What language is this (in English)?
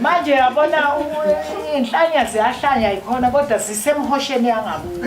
Zulu